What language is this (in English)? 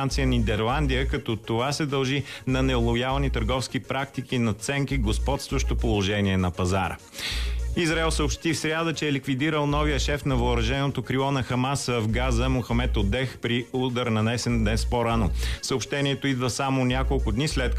Bulgarian